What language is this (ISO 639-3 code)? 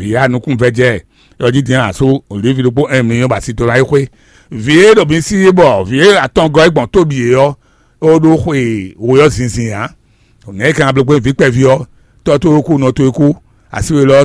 fon